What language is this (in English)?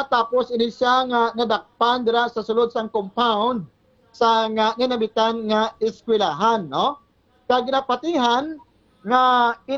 Hiligaynon